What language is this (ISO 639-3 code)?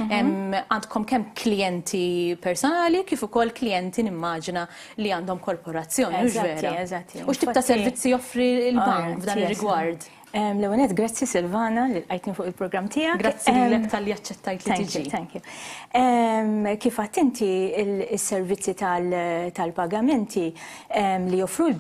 mlt